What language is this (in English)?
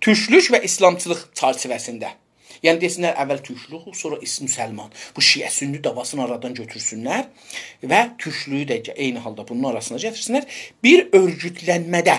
South Azerbaijani